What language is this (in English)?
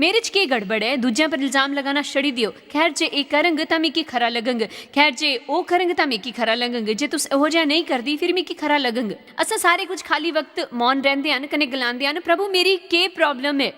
Dogri